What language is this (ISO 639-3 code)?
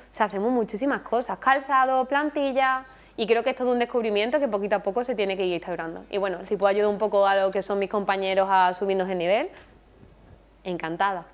spa